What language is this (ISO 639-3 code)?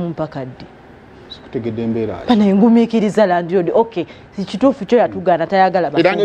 lug